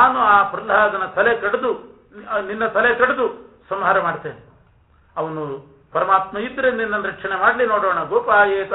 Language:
Kannada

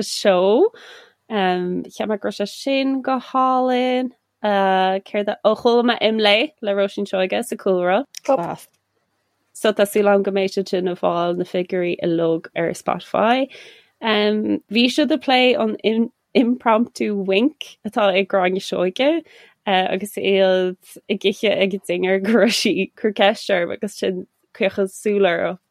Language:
Irish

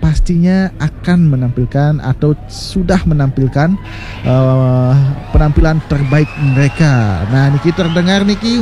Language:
Balinese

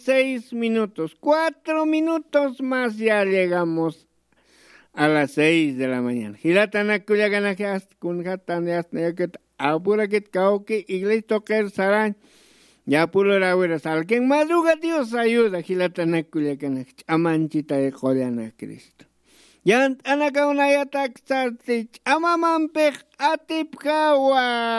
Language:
Aymara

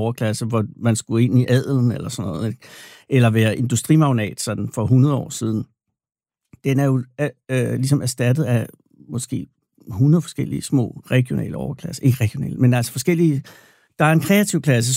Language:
Danish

